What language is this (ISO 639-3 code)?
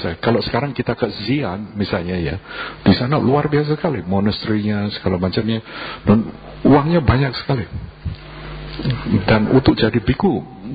ind